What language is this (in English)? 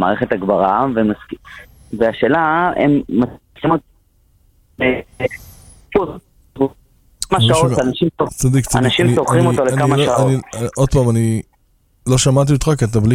Hebrew